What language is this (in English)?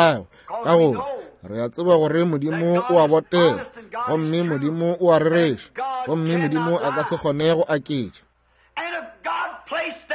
Northern Sotho